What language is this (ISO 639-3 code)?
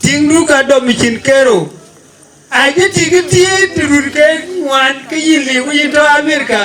din